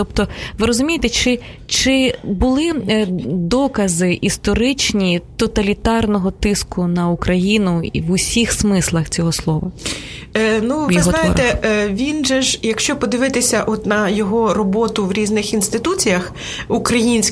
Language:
Ukrainian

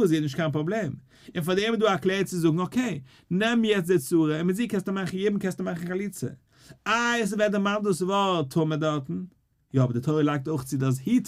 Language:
Yiddish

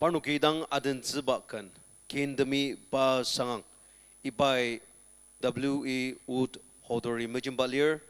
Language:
Ao Naga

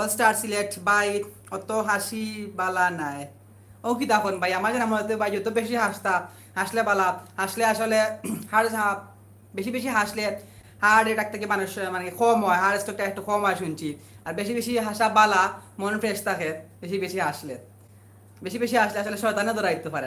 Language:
Sylheti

